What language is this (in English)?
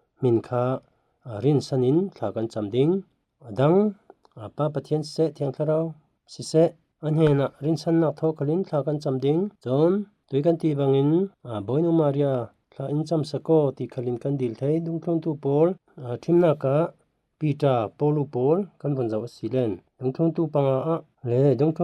Falam Chin